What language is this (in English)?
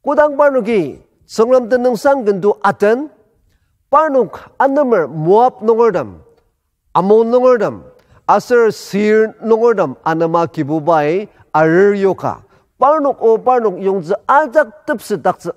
Ao Naga